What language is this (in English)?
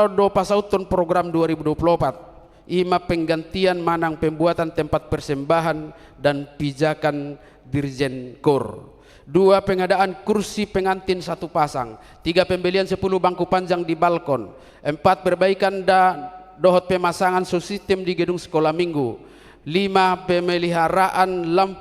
Batak Toba